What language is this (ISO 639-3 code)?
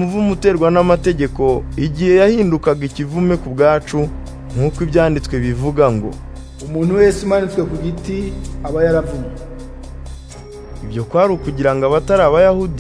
kin